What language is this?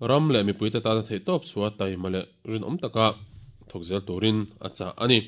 Mizo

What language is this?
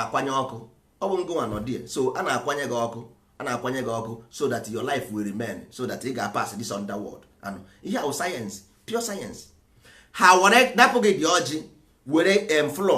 Igbo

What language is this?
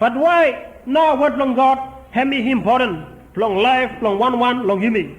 Bislama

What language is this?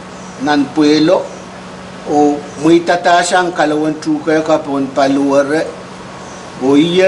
Pohnpeian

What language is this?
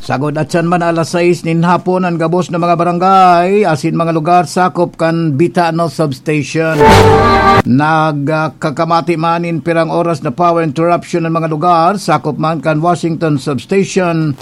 Bikol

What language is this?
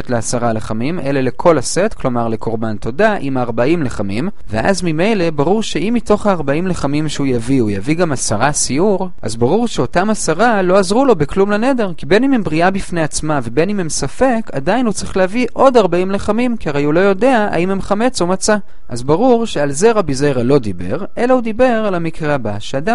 Hebrew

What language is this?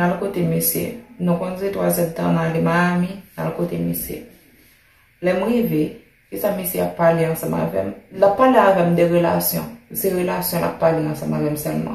Haitian Creole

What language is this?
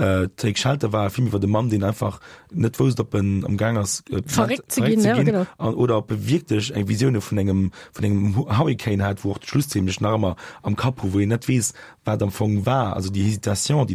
Luxembourgish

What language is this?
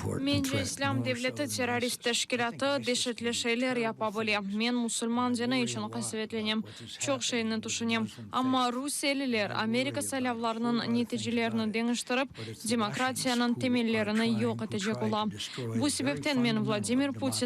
Crimean Tatar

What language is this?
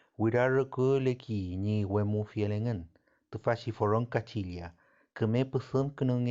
Mapuche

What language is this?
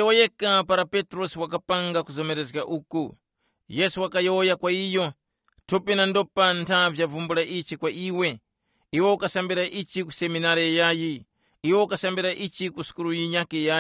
Tumbuka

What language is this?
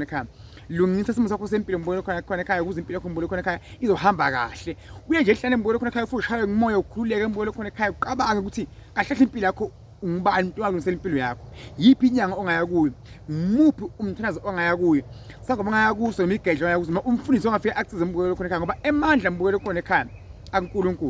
Zulu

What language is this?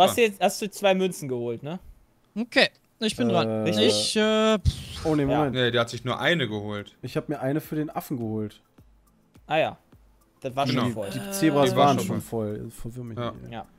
German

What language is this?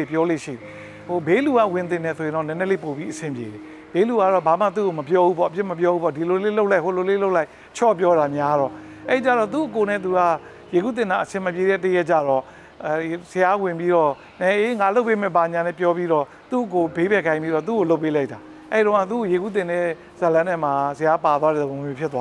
Burmese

